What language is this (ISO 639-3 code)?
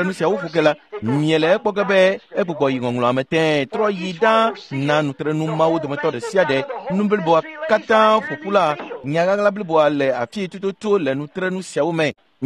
ewe